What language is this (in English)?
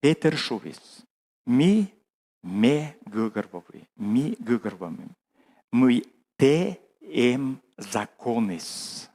Komi